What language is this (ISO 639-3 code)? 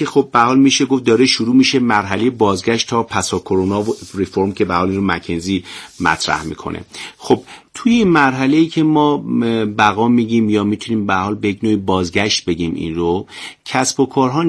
fas